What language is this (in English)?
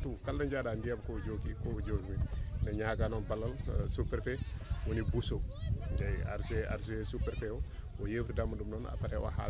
Fula